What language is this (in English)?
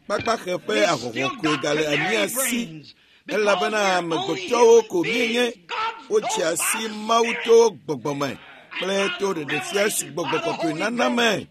Ewe